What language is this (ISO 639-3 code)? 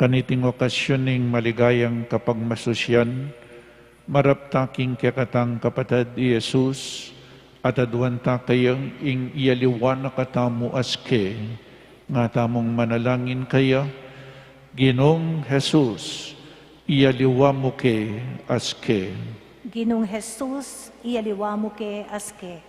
pam